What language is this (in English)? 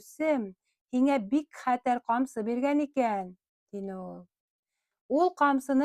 Bashkir